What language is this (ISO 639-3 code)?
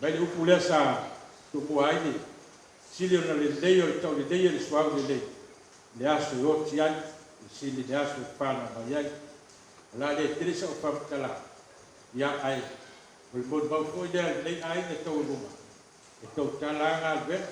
smo